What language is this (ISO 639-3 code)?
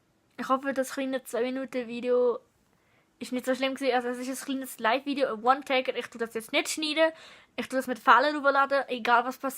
gsw